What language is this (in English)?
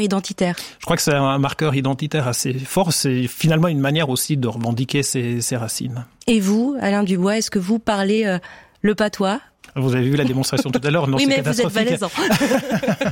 French